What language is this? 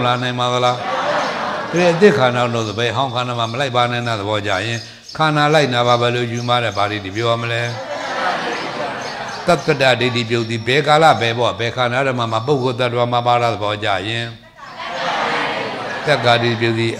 Burmese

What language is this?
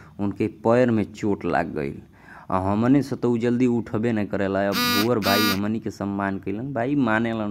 Bhojpuri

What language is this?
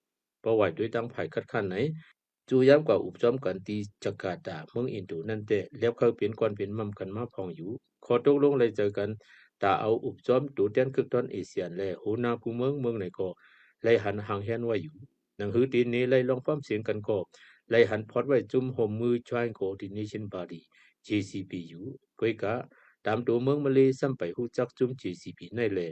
Shan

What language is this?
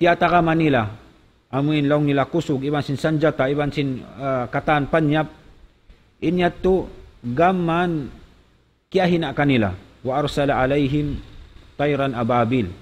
Tausug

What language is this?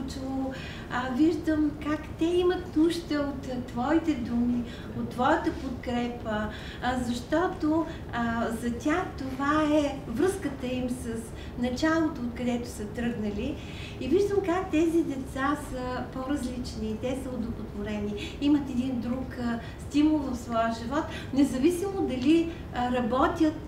Bulgarian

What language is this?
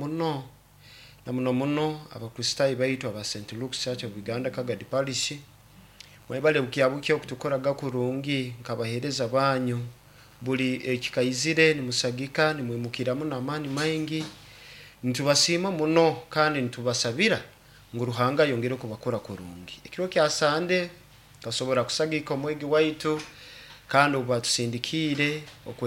Nyankole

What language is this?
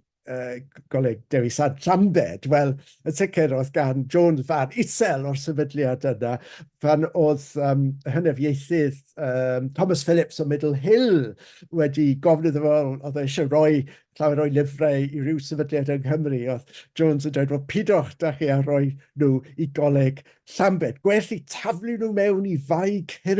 Welsh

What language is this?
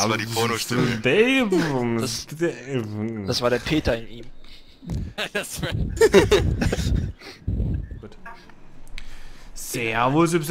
German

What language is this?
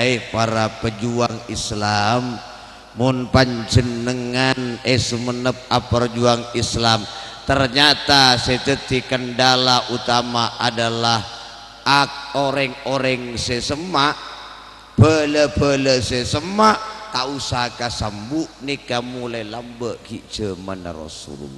Madurese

